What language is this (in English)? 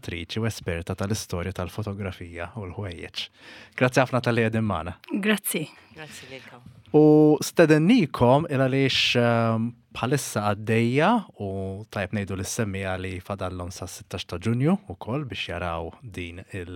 Maltese